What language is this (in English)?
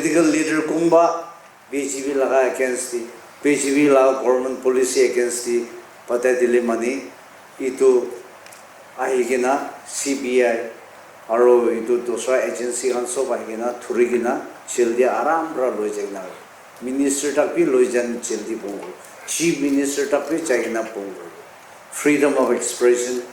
Naga Pidgin